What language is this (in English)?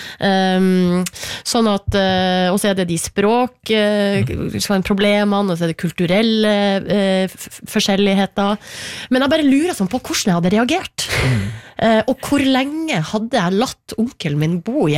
Norwegian